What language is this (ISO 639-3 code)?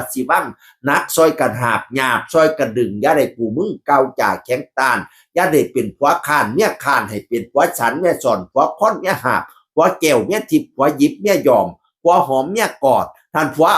tts